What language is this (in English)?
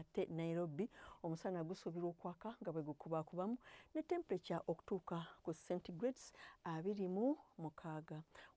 Ganda